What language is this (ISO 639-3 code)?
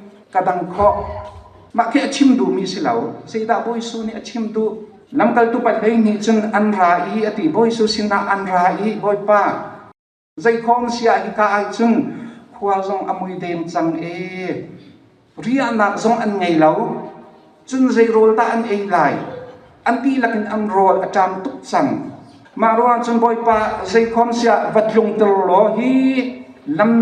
cnh